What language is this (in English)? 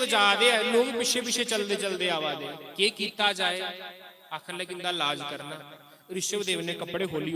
Dogri